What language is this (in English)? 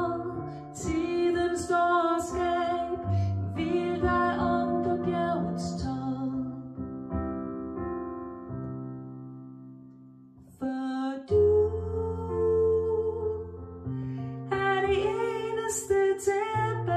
Danish